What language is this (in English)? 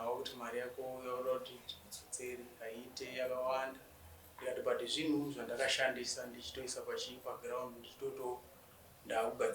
Shona